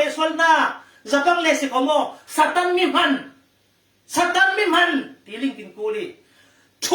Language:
Falam Chin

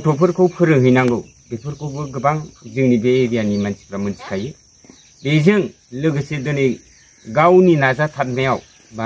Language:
Bodo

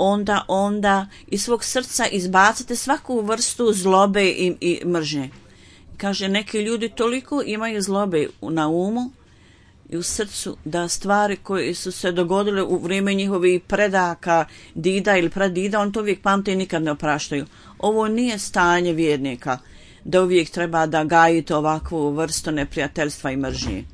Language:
Bosnian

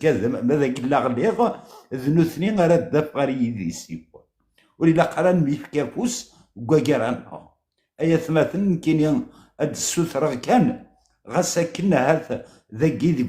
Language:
Kabyle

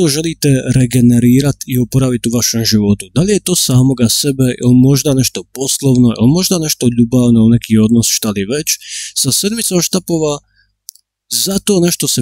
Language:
Croatian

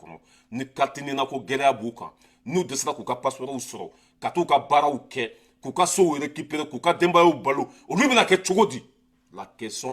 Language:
Bambara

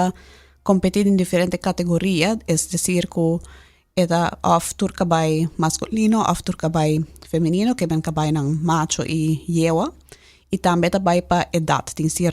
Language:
Papiamento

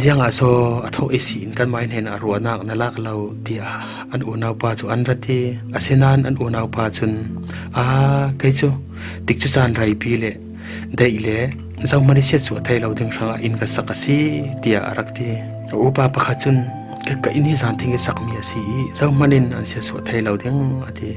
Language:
Falam Chin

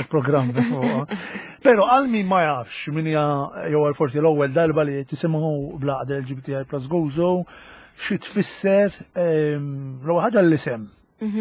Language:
Maltese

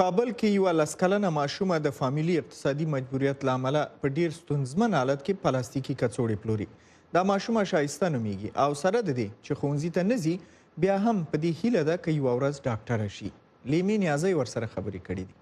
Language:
Pashto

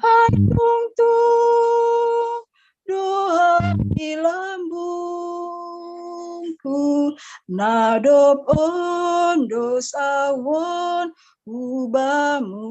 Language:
Batak Simalungun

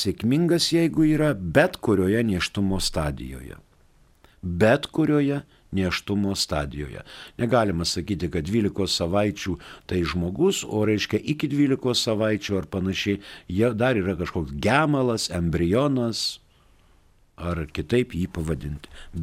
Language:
Lithuanian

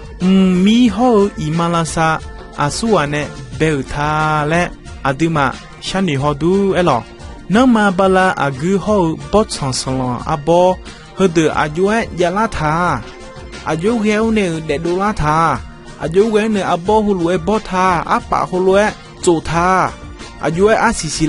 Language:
Akha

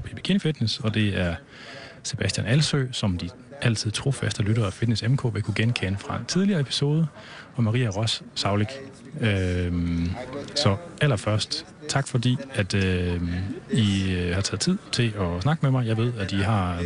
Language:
Danish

